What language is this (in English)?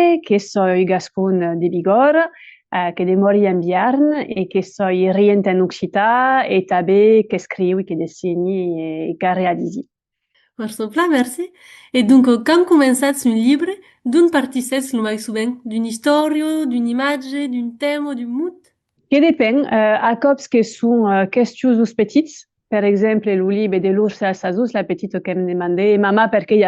Occitan